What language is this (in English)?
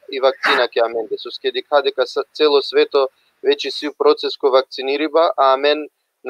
Balkan Romani